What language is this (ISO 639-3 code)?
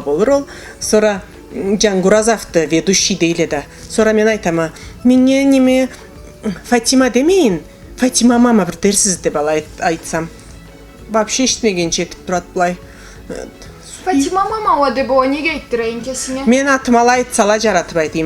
krc